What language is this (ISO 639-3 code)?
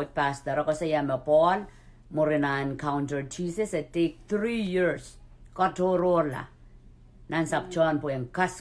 pon